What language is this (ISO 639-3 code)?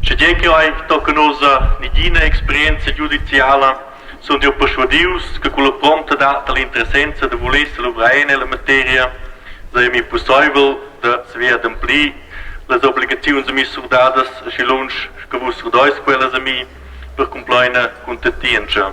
roh